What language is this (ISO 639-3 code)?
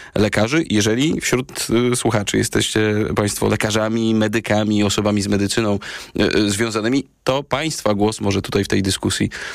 pol